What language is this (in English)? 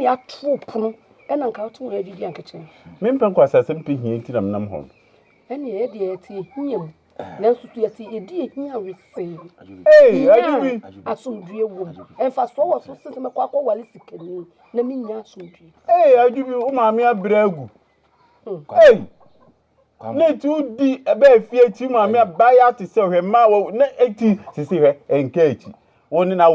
Akan